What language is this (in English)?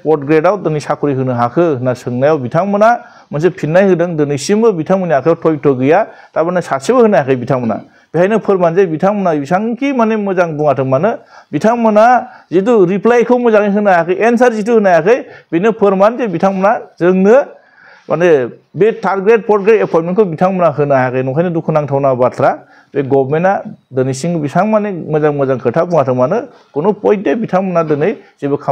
Bodo